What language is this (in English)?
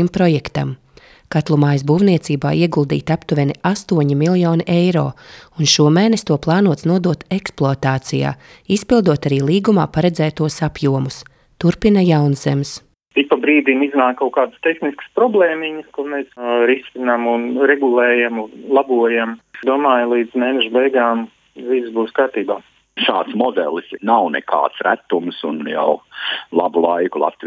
Latvian